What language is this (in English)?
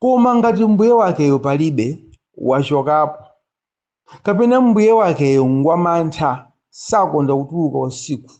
Nyanja